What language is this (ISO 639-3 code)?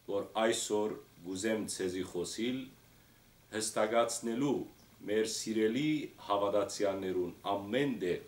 hyw